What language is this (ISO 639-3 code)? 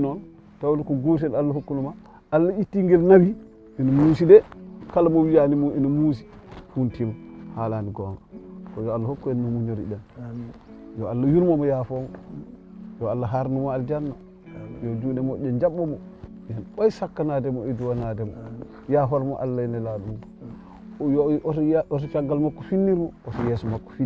ful